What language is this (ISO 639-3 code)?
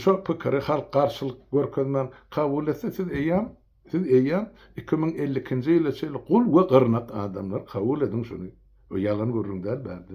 tuk